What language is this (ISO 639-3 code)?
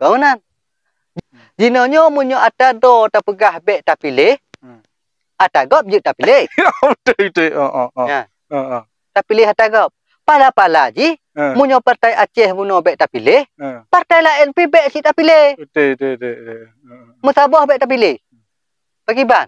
ace